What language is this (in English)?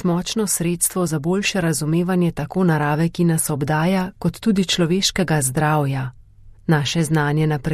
Slovenian